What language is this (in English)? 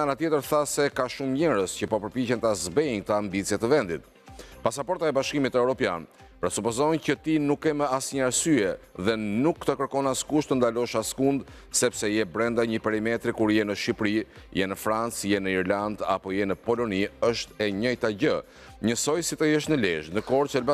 Albanian